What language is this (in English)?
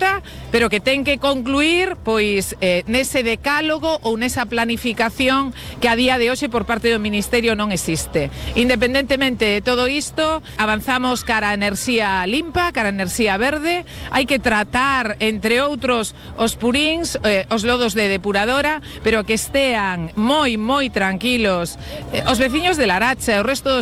Galician